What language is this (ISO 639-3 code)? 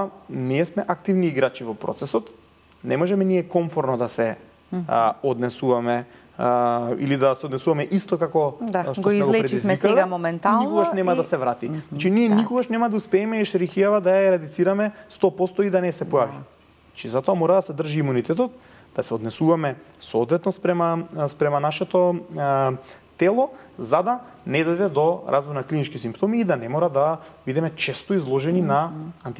mkd